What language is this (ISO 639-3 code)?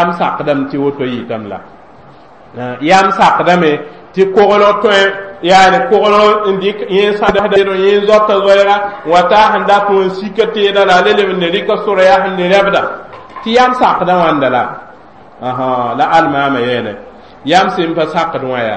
mos